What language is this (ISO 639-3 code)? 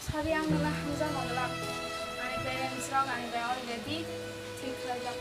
trp